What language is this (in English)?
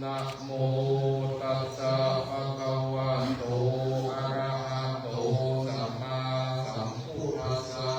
Pali